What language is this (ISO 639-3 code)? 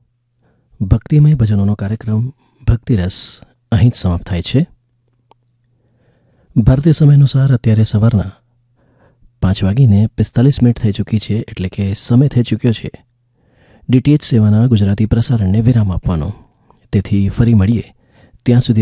guj